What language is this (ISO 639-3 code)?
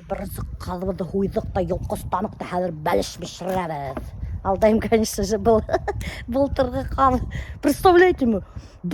bak